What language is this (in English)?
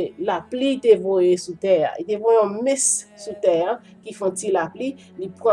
Haitian Creole